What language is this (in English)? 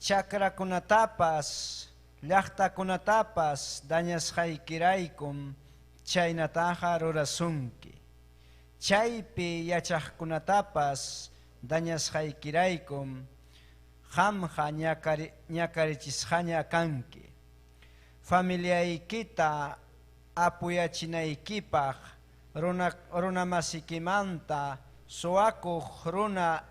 Ayacucho Quechua